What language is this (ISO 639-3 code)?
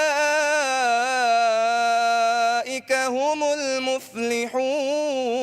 div